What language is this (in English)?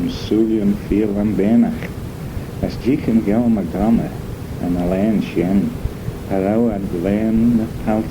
Manx